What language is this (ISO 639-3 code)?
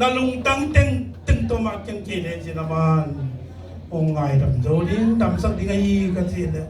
ctd